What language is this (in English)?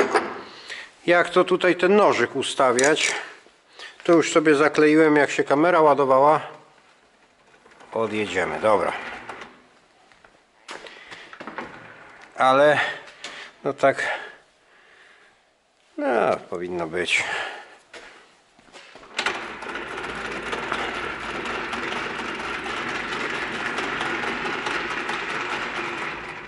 Polish